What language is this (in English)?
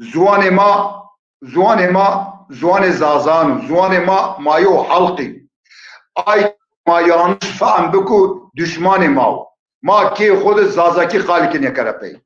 Zaza